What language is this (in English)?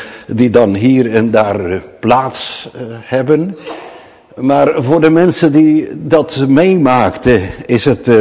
Dutch